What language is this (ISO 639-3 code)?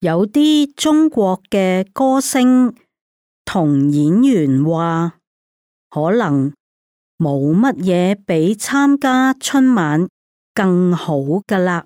yue